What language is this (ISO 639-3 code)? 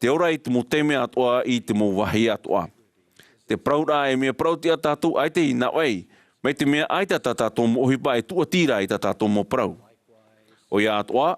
tah